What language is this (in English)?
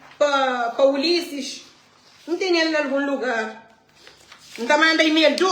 Kabuverdianu